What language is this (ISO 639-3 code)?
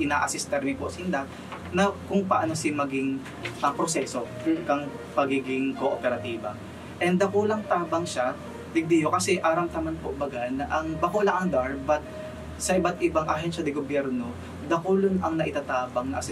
bik